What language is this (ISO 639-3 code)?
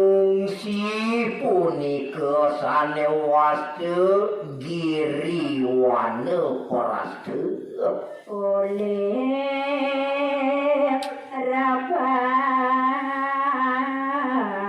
ban